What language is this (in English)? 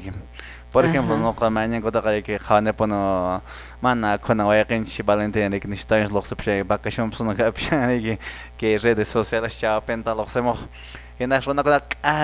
Quechua